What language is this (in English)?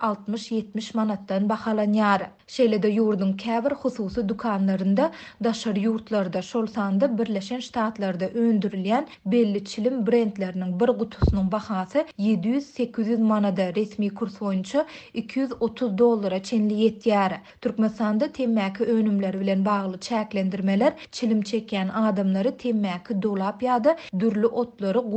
Turkmen